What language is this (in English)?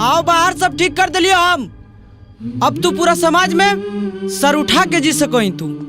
Magahi